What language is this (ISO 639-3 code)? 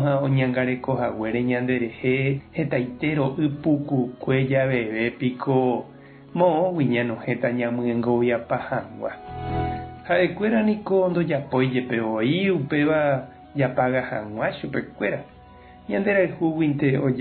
grn